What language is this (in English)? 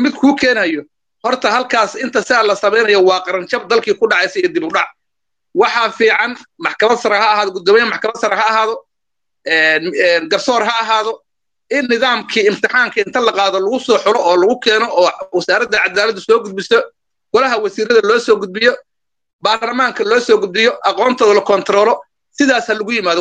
Somali